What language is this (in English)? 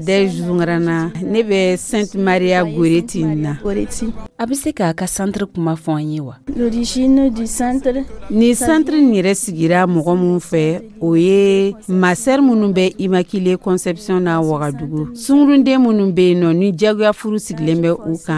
Dyula